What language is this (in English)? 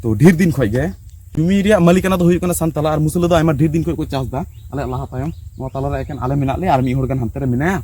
Santali